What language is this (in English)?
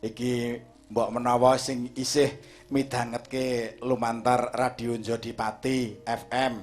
Javanese